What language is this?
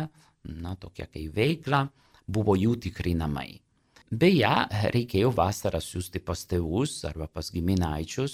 Lithuanian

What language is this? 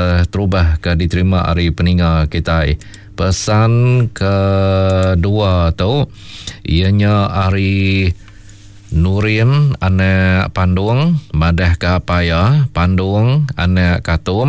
Iban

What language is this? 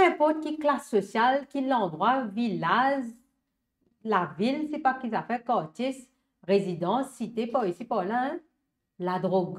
Morisyen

